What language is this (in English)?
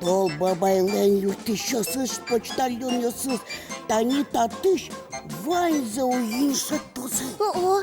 Udmurt